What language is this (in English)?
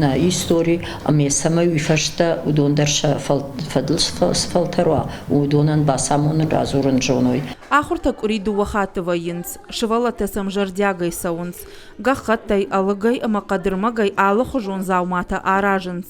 Ossetic